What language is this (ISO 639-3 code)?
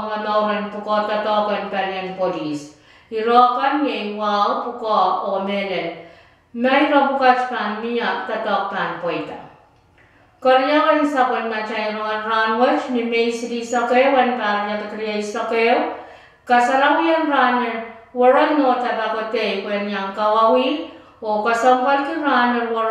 pon